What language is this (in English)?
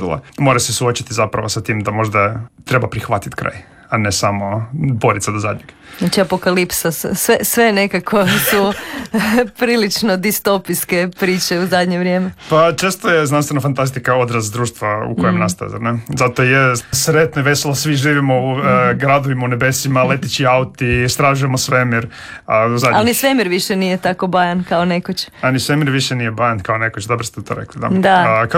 Croatian